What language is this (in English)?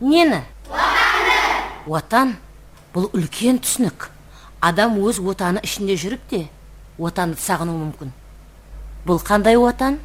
Kara-Kalpak